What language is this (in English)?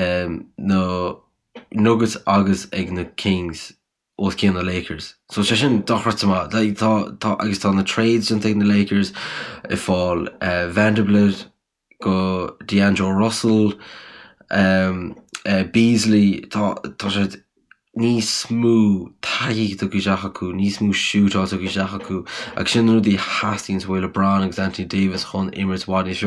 Irish